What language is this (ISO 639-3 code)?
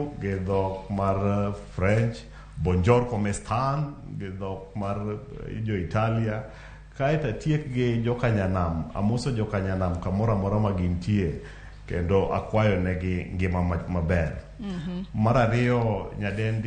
luo